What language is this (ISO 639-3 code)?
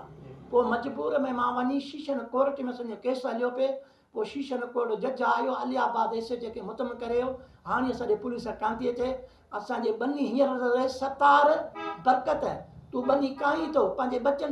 snd